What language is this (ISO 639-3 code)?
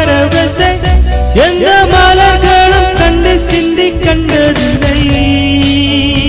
tam